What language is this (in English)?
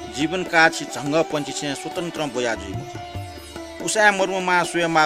Newari